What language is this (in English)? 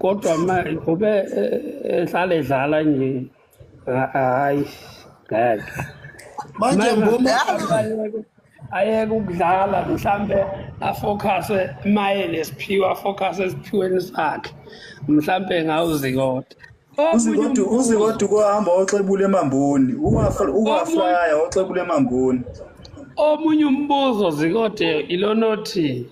Zulu